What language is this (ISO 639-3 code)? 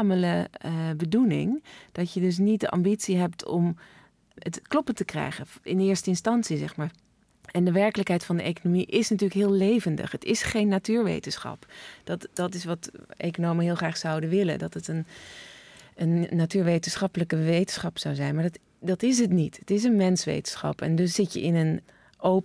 nld